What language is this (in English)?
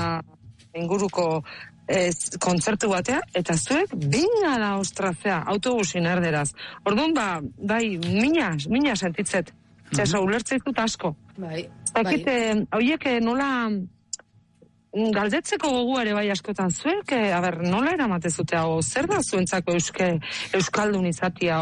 Basque